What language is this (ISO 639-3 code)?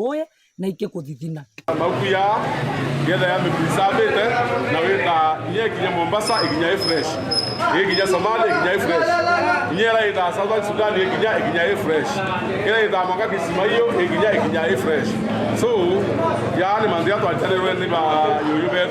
mer